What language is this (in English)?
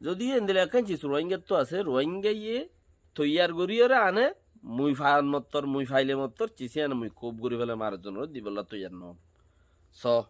Rohingya